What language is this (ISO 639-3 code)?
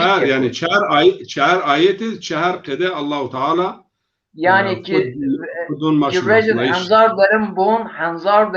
zza